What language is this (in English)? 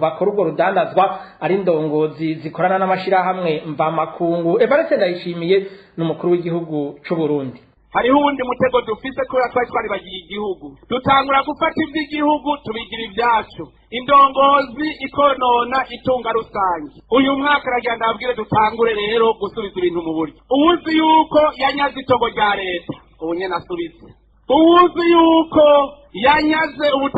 Rundi